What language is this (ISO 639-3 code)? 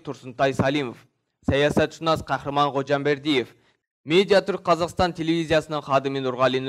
uig